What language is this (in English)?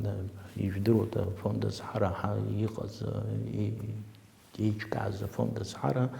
Abkhazian